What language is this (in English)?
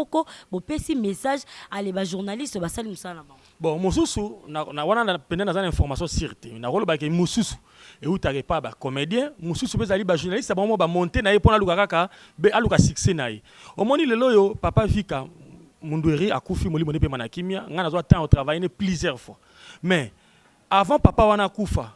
Lingala